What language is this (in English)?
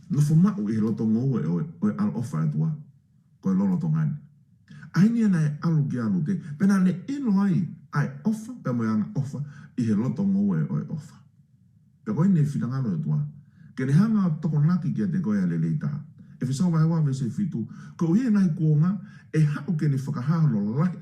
Tongan